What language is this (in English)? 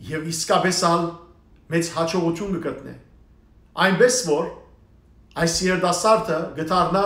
Western Armenian